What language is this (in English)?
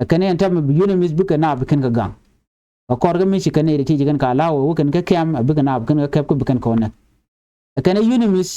Nuer